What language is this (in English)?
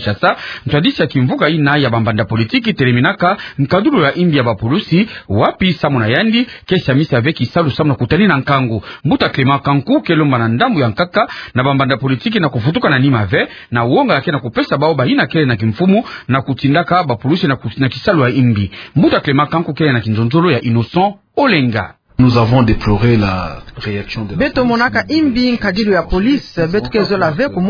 Kituba (Democratic Republic of Congo)